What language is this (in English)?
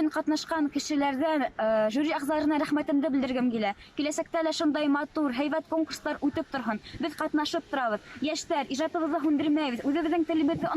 Bashkir